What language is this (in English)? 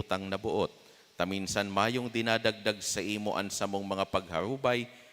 Bikol